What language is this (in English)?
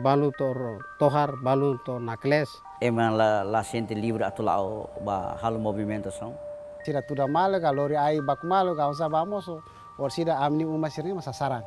Tetum